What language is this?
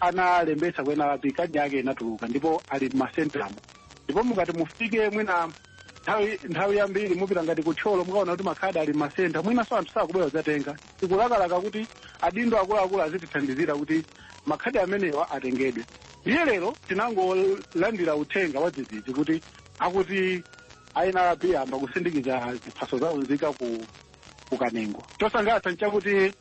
Nyanja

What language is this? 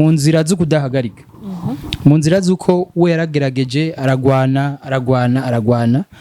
Rundi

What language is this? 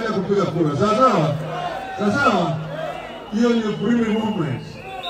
Swahili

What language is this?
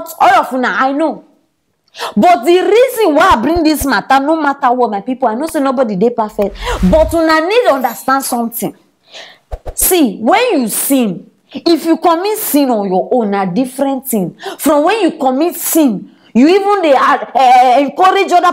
Nigerian Pidgin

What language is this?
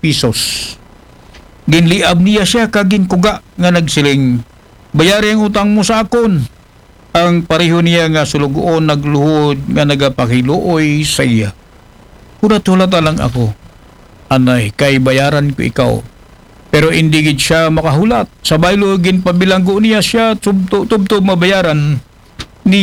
Aklanon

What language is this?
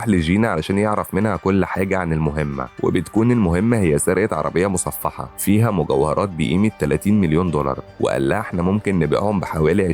Egyptian Arabic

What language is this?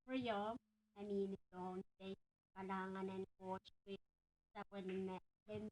Pohnpeian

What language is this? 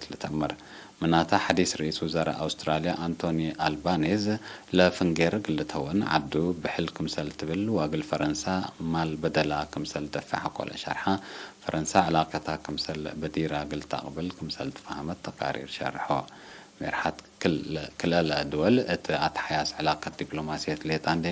Tigre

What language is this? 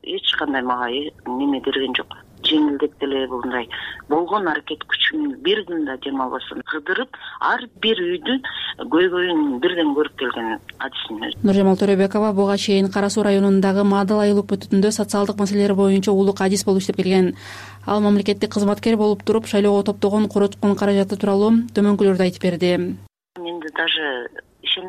Kyrgyz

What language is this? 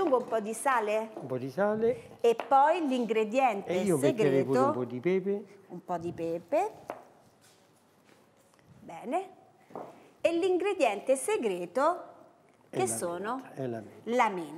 Italian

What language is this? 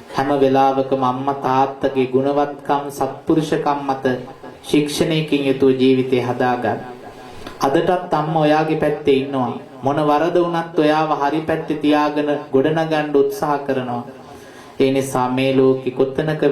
Sinhala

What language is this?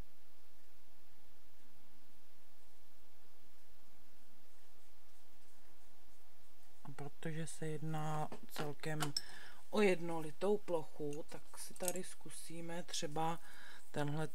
Czech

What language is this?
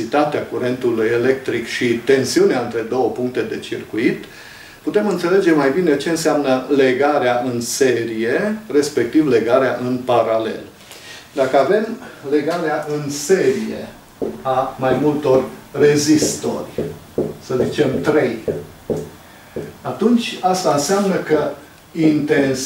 Romanian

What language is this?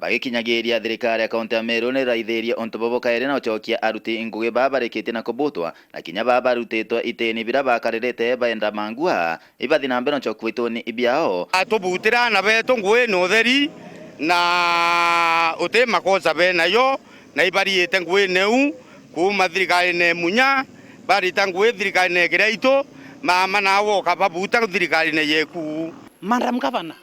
Meru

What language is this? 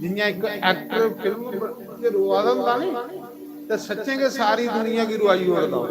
Dogri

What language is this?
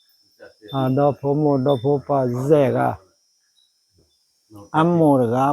S'gaw Karen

